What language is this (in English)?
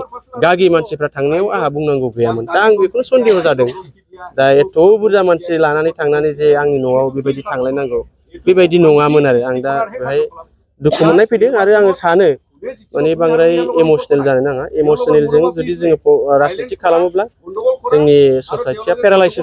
Bodo